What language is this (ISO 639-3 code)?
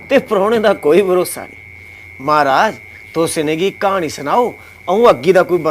doi